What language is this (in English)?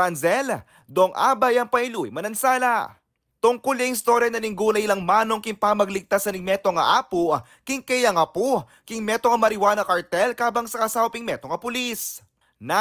Pampanga